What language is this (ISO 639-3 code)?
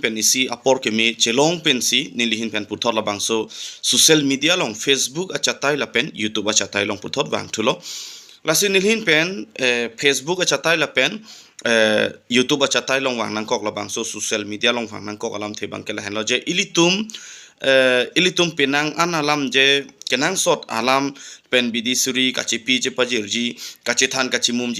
mjw